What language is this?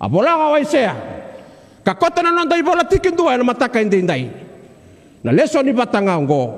Fijian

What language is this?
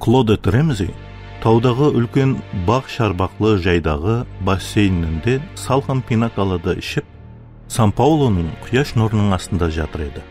Kara-Kalpak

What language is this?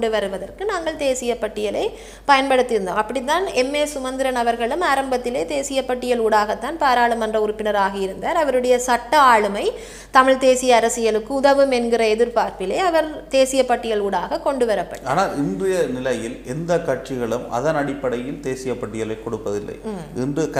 Tamil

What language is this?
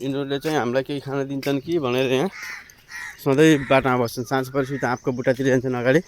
Nepali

